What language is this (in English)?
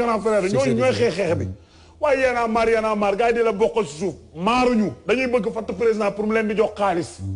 Wolof